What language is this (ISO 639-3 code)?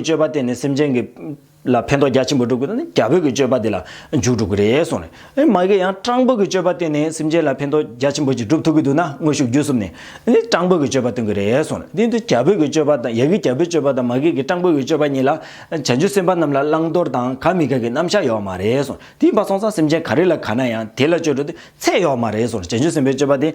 bod